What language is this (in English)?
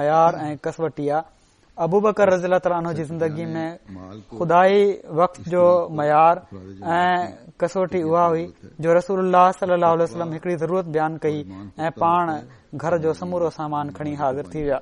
Sindhi